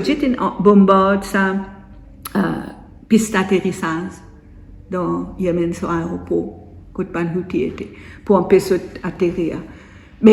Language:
Morisyen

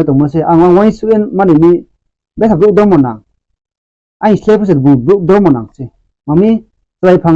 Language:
Riang (India)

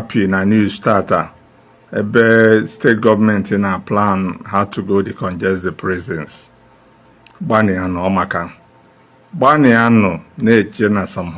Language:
Igbo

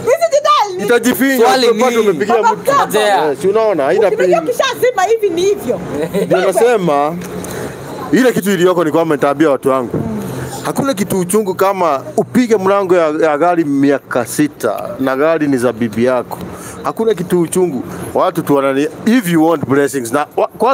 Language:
Swahili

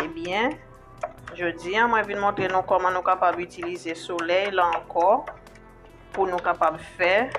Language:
Haitian Creole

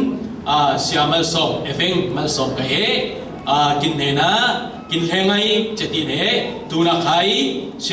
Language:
Falam Chin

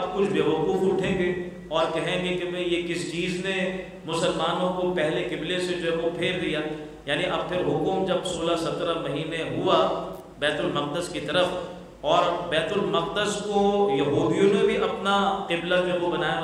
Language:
Urdu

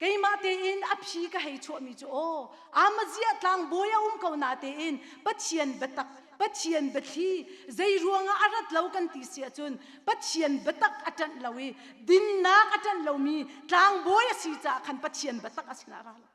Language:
Hakha Chin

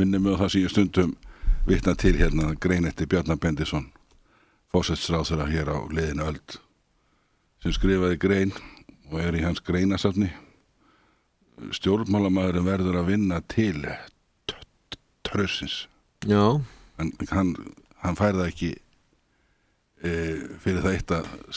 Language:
Icelandic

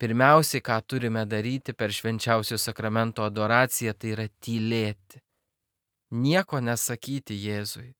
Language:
Lithuanian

